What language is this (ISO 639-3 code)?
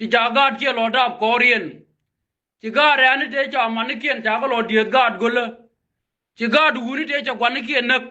nus